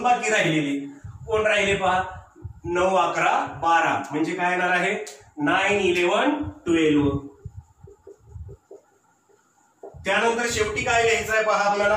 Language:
Marathi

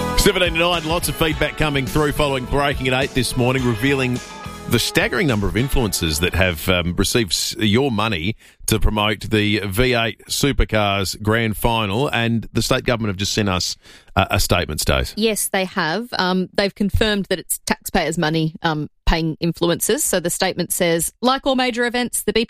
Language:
English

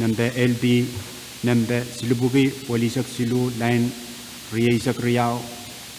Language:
Pohnpeian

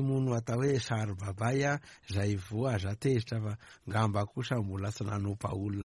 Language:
Malagasy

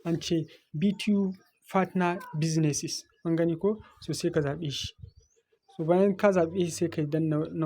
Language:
Hausa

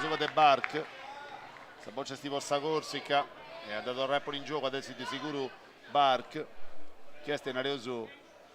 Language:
Sardinian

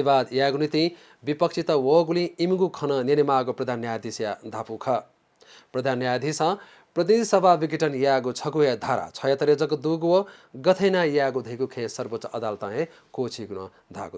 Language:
Newari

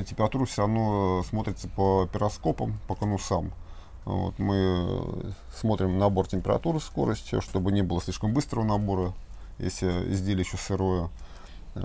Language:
Russian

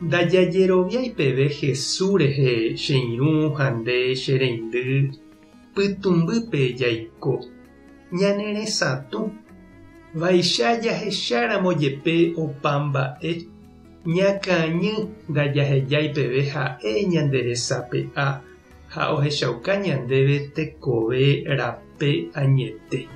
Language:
Guarani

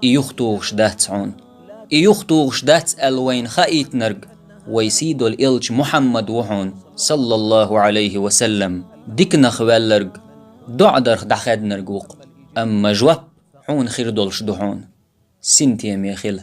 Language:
Chechen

